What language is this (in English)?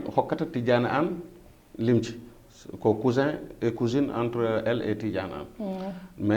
Fula